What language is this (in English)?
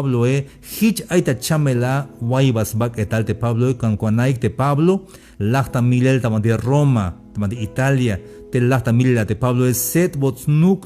Tzeltal